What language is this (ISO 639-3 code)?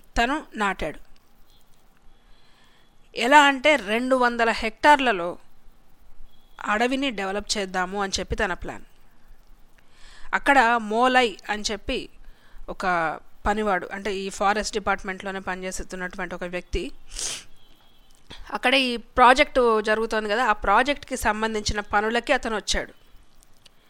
tel